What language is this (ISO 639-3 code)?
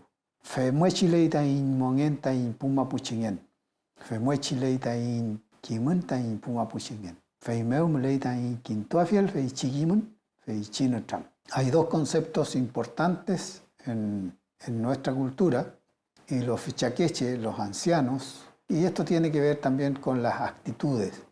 arn